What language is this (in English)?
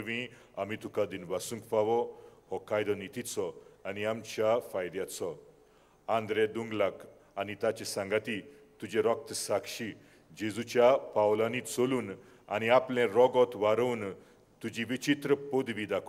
Konkani